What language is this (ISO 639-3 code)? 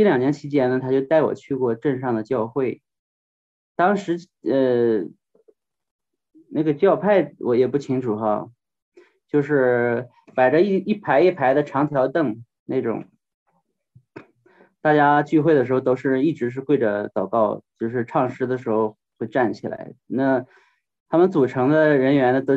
zho